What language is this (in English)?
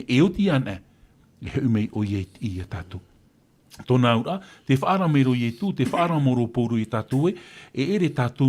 Tahitian